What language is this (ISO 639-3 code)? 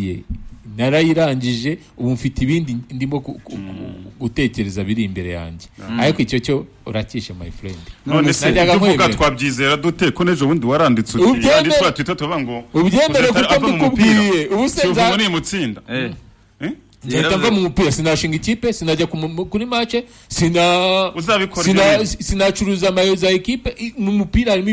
kin